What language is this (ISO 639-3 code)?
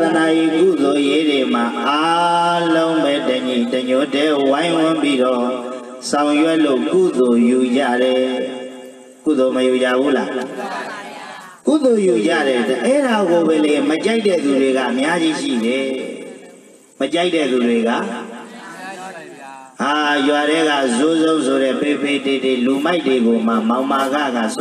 mya